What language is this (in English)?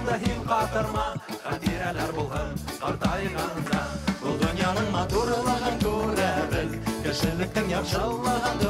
Bashkir